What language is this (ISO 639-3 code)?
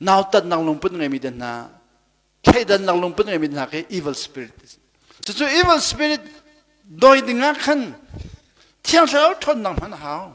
cnh